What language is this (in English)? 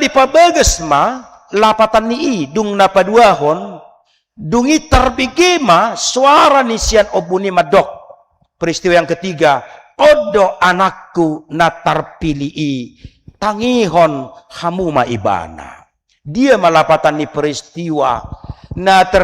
Batak Toba